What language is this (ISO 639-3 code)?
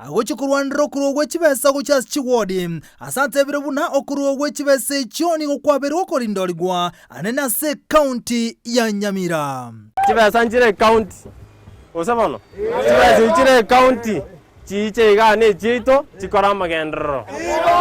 guz